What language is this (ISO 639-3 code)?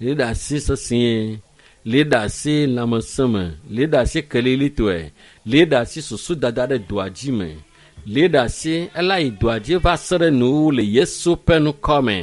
ewe